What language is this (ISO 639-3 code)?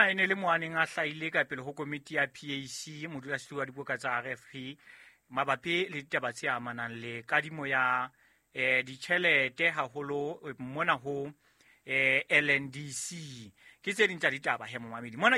sot